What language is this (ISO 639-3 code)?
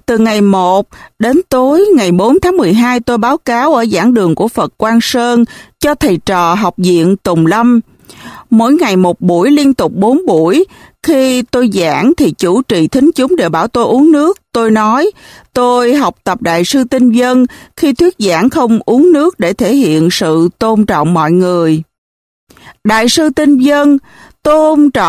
vie